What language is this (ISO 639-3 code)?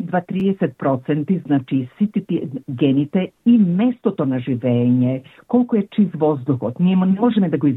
mkd